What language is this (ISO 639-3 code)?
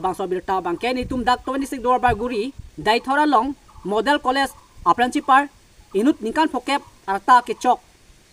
mjw